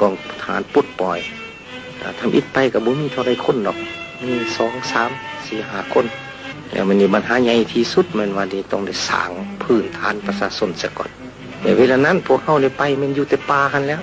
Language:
Lao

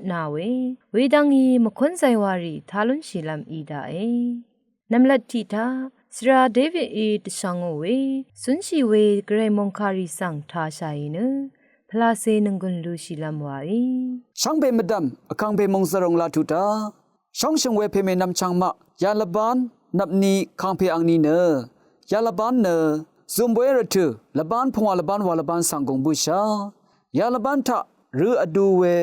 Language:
Rawang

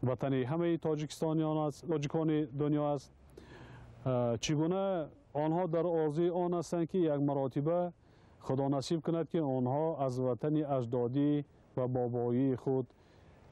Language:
Tajik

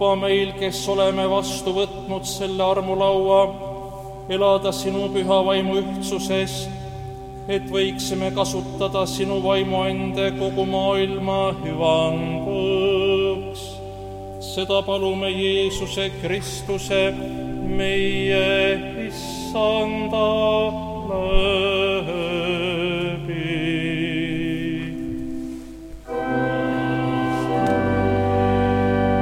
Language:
Estonian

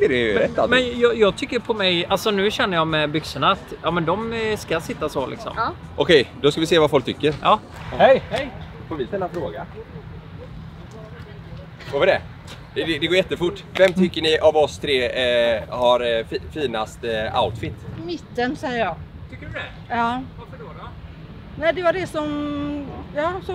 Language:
Swedish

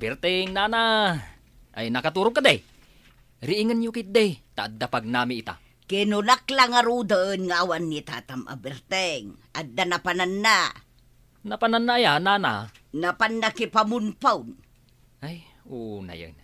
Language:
Iloko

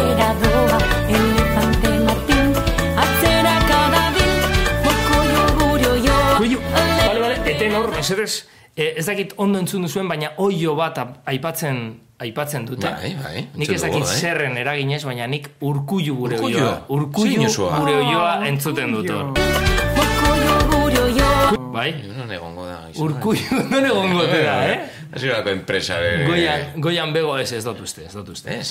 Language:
Basque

